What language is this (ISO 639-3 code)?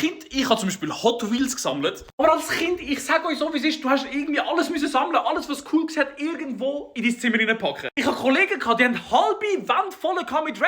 gsw